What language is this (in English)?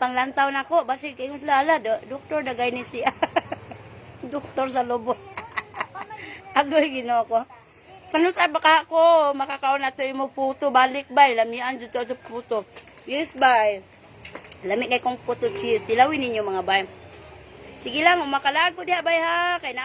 Cebuano